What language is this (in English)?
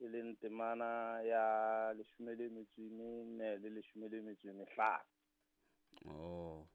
Southern Sotho